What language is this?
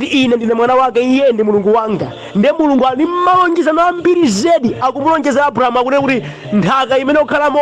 Nyanja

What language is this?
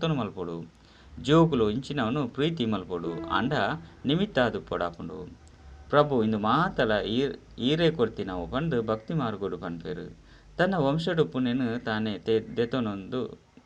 Tulu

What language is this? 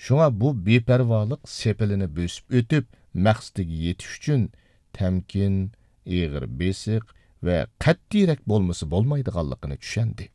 Uyghur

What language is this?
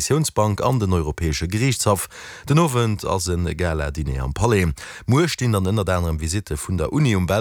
Luxembourgish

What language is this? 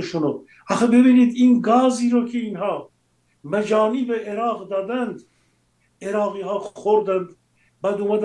Persian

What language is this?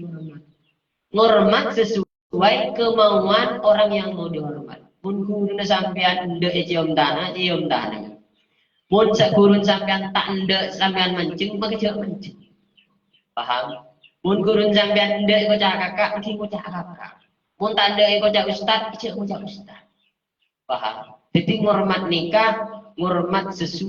Madurese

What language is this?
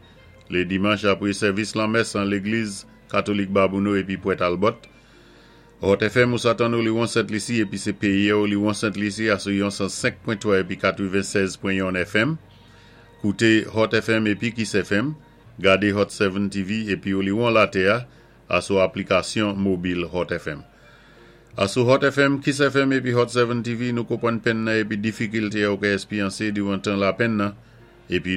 Saint Lucian Creole French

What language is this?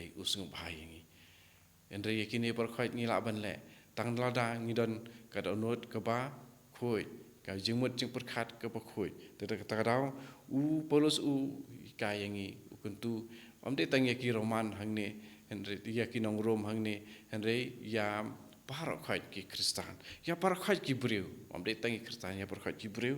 Khasi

